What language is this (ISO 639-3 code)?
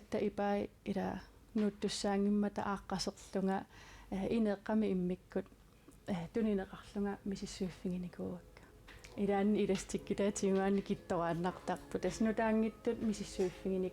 kal